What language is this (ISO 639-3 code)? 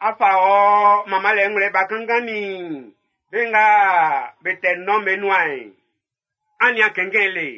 bci